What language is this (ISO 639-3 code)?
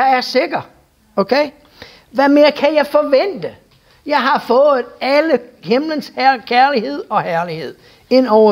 dan